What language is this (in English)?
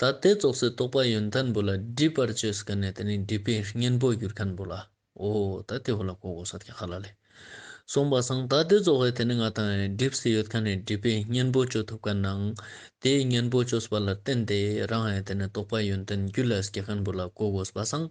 Ladakhi